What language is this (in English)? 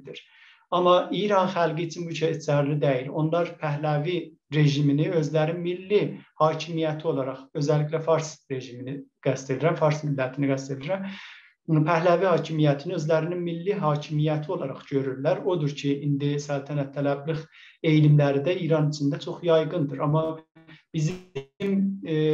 South Azerbaijani